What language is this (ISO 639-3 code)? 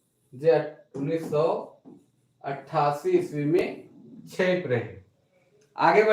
sck